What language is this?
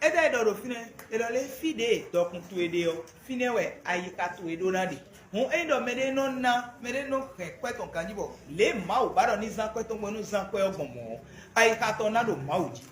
Fon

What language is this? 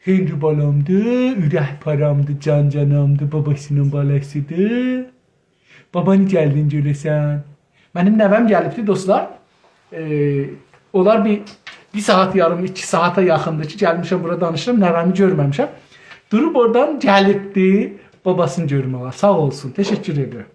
South Azerbaijani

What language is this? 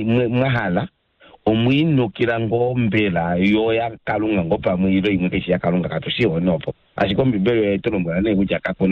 Kuanyama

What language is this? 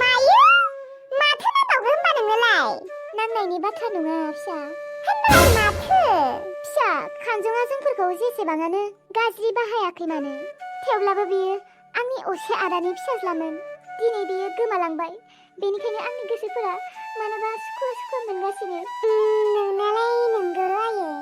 Bodo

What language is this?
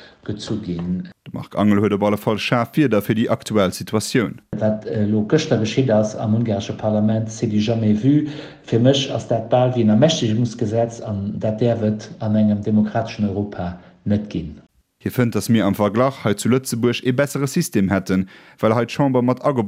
Luxembourgish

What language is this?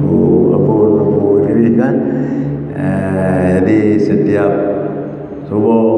Achinese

